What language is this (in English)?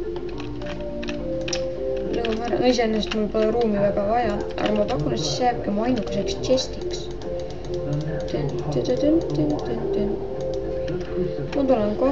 Estonian